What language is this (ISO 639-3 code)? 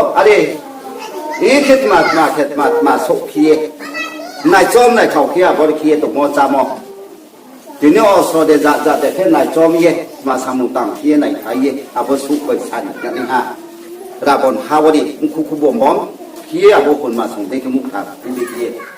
ria